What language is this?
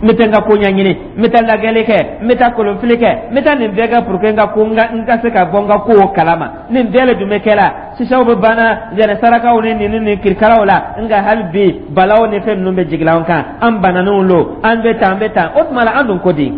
Dyula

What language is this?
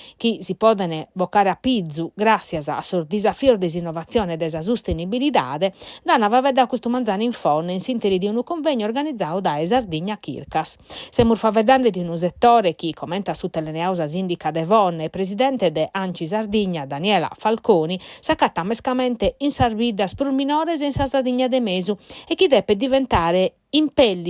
Sardinian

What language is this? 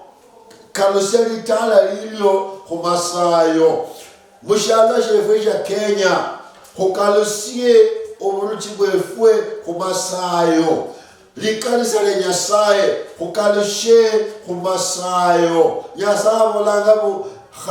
Luyia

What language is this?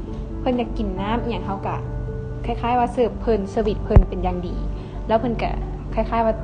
Lao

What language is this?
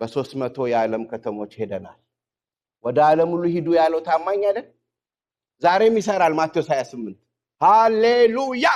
Amharic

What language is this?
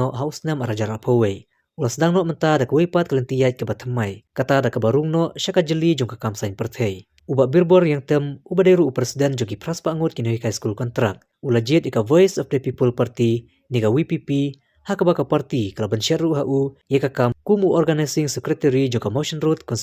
Khasi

